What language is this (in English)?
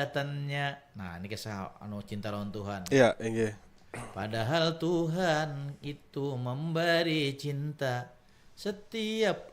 Banjar